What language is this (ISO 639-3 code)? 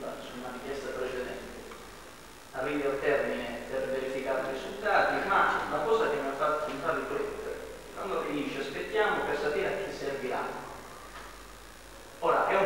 ita